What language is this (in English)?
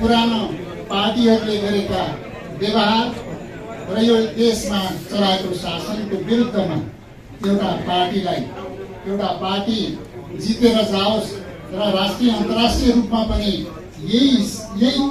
Nepali